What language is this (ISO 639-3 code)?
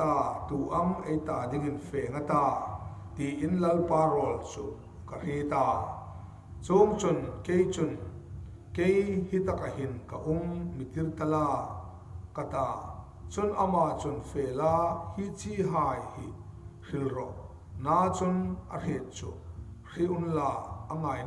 hmr